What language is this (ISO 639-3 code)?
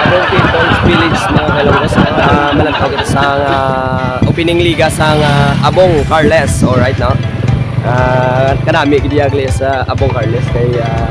hil